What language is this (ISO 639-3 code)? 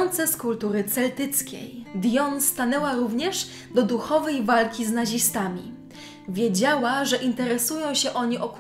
pol